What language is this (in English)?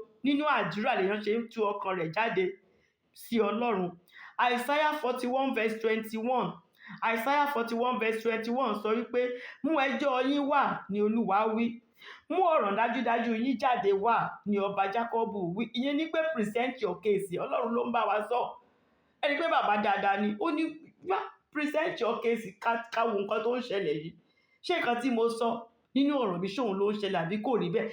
Yoruba